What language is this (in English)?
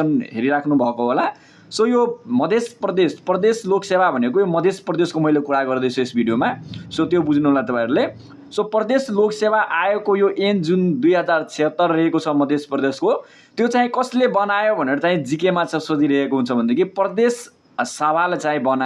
Nepali